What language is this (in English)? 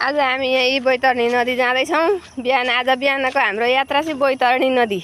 Nepali